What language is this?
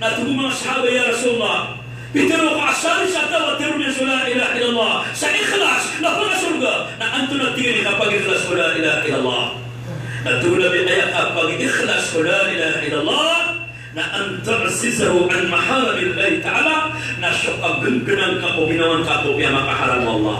Maranao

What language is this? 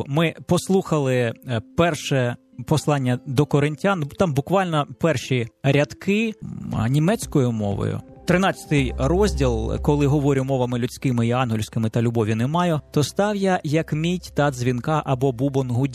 Ukrainian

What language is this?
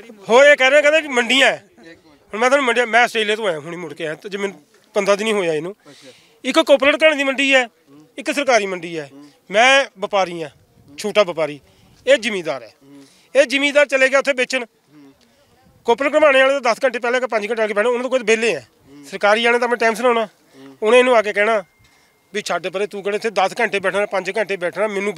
Punjabi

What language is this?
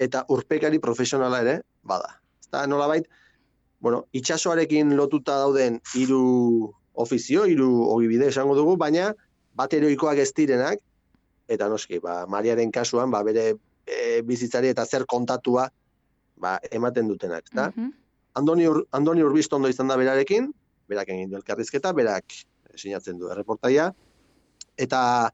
Basque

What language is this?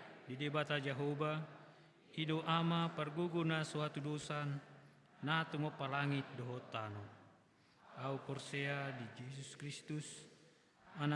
Batak Toba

